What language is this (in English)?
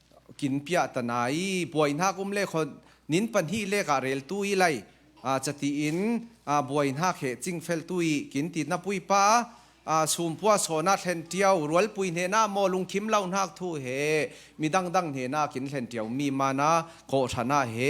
Falam Chin